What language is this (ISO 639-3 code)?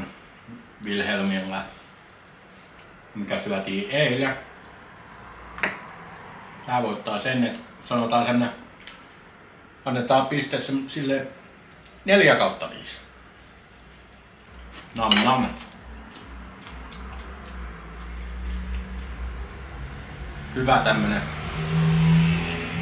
fin